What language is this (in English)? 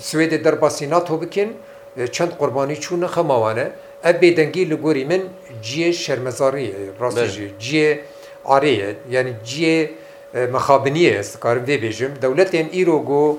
Kurdish